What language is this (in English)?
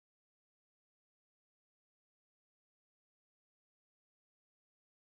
Marathi